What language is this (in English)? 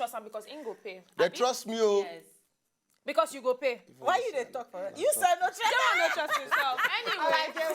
Nigerian Pidgin